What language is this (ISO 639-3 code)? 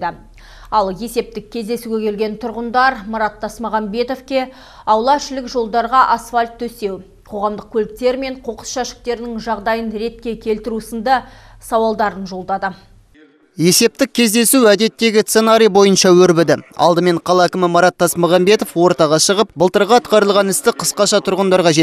kaz